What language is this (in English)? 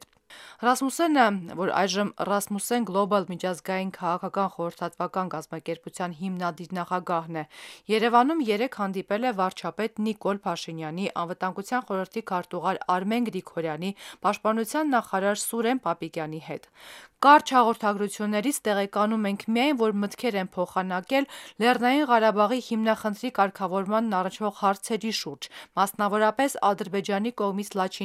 Armenian